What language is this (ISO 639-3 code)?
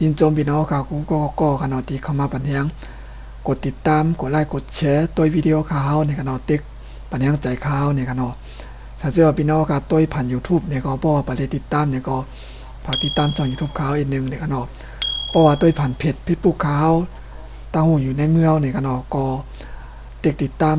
shn